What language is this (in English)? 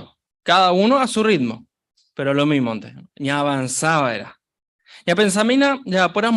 Guarani